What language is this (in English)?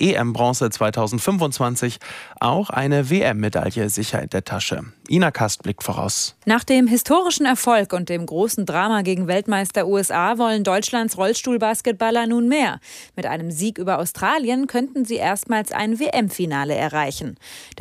German